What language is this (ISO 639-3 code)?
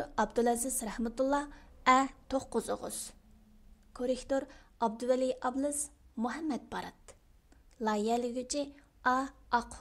uig